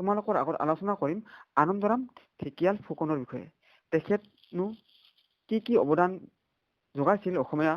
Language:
Assamese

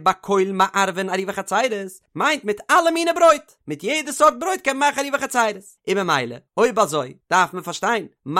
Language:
Yiddish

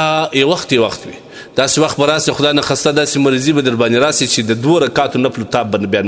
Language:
Pashto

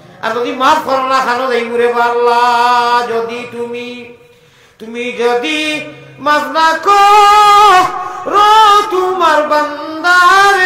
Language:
Sylheti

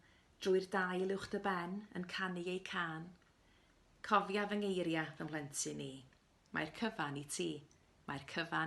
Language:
Welsh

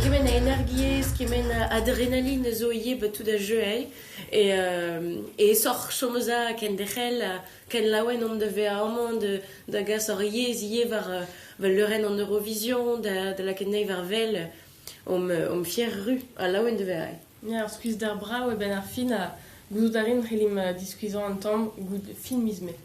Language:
Breton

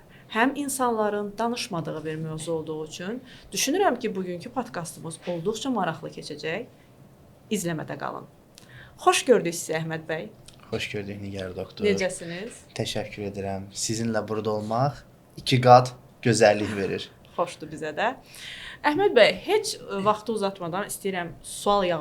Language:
Azerbaijani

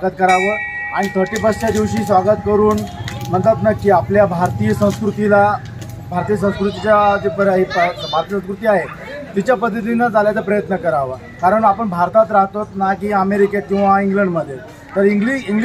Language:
Marathi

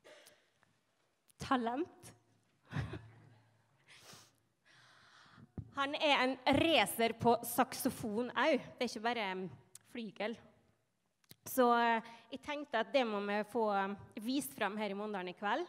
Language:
Norwegian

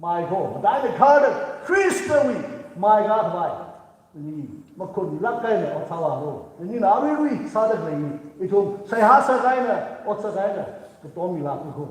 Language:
Tangkhul Naga (India)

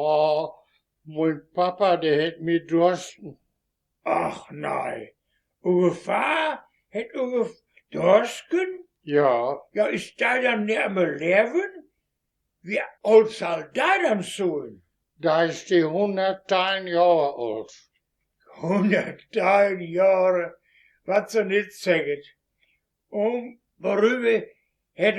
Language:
Westphalien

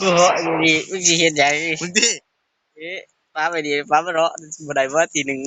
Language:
Lao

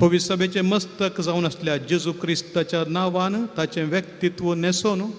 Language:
Konkani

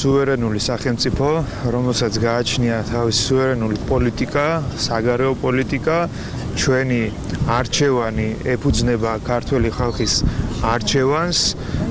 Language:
Georgian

